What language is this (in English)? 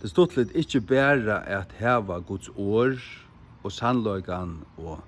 Faroese